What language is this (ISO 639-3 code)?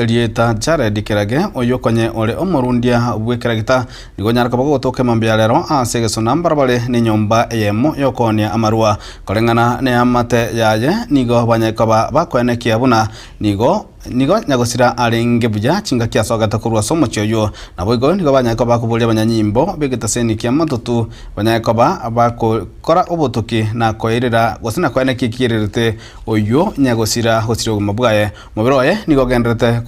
guz